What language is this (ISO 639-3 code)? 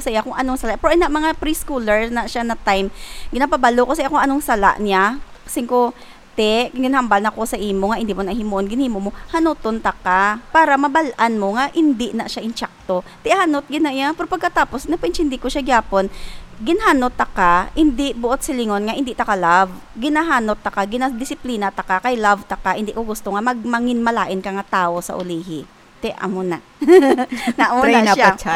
hil